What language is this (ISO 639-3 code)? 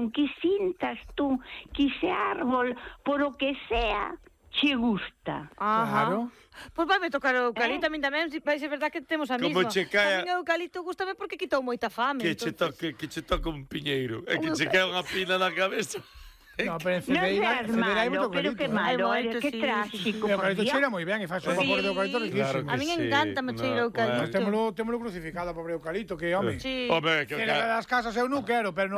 glg